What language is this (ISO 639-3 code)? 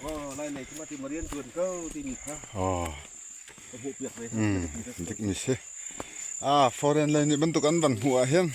cfm